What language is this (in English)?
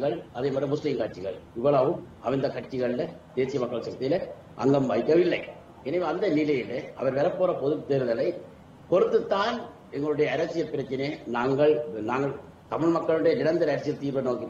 Tamil